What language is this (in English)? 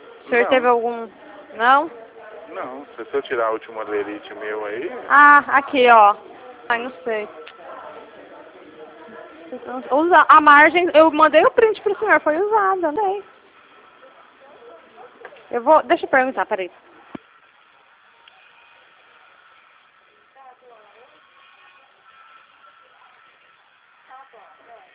Portuguese